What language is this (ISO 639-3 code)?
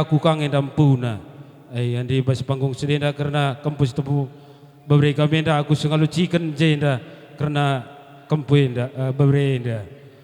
btx